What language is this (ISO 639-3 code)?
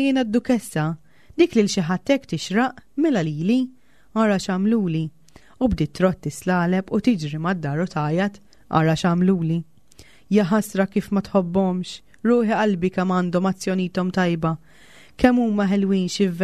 mlt